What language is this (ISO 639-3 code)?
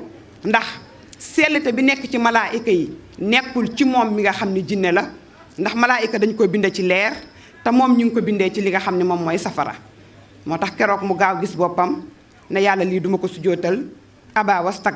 wol